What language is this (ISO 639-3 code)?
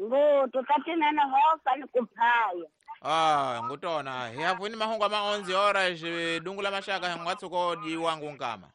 tso